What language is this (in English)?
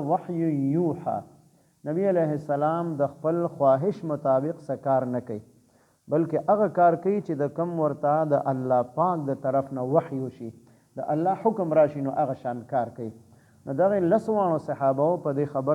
Pashto